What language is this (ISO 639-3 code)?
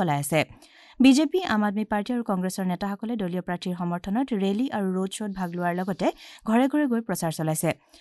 asm